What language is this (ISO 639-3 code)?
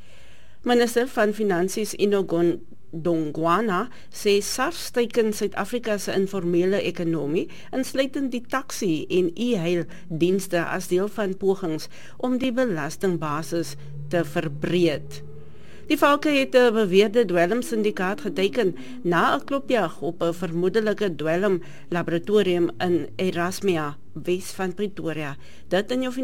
afr